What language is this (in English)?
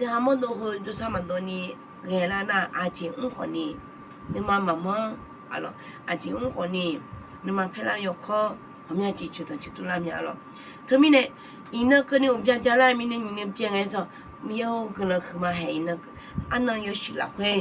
Akha